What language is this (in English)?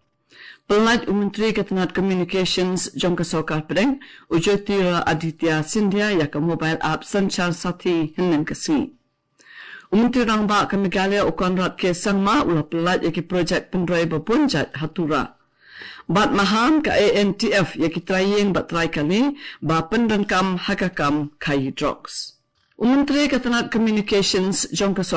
Khasi